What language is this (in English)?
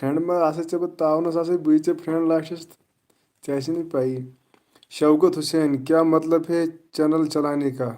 Kashmiri